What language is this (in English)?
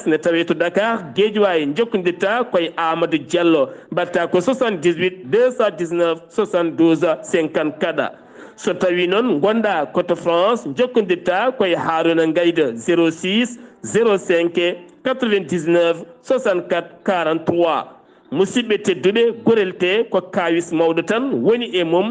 Fula